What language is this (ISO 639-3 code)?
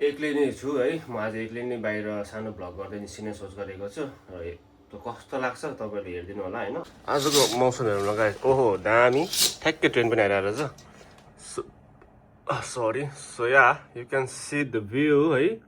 nep